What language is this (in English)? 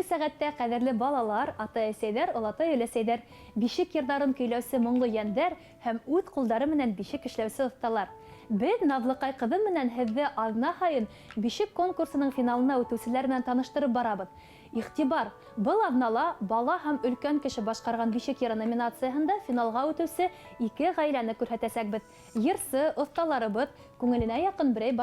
Bashkir